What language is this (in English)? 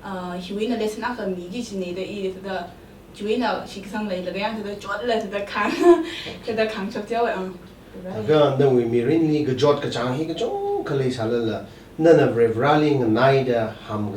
Tangkhul Naga (India)